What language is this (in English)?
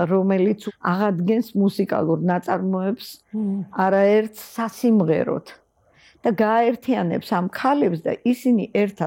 Georgian